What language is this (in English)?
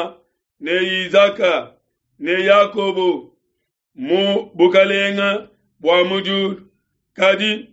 Luba-Lulua